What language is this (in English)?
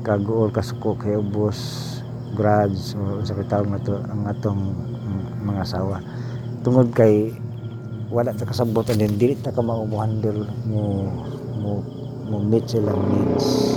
Cebuano